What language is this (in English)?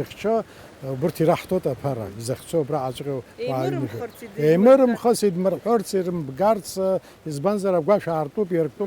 Abkhazian